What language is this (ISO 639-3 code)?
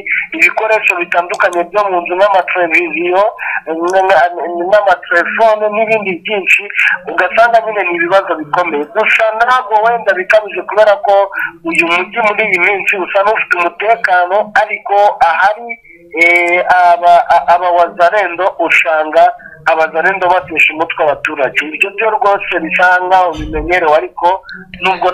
kin